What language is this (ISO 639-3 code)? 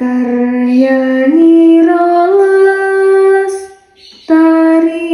jav